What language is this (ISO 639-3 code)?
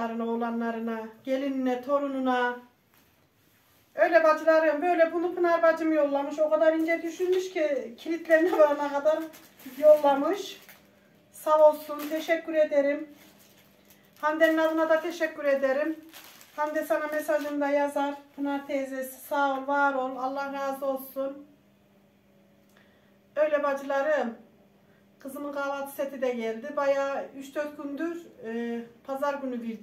tur